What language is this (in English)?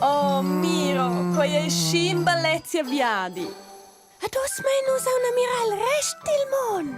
Romansh